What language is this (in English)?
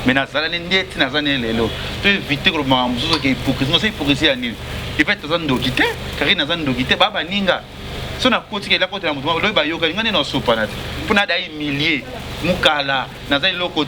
Lingala